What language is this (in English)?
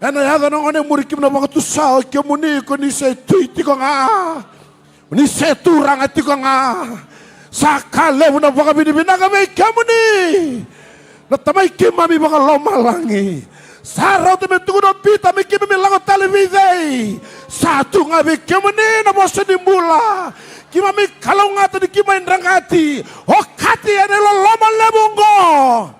Fijian